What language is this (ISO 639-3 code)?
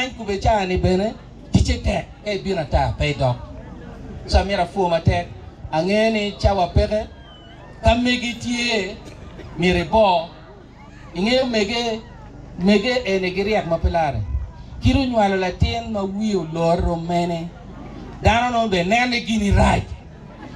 ach